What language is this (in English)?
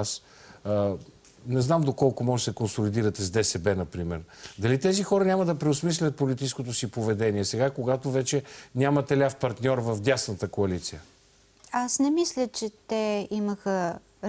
Bulgarian